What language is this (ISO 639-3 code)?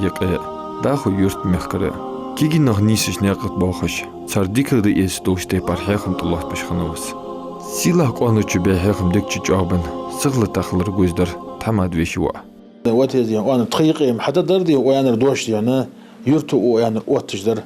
inh